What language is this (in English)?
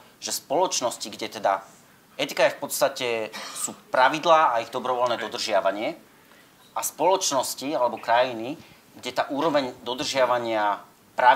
Slovak